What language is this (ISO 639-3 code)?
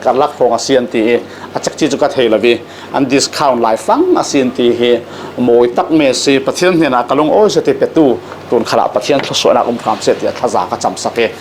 cfm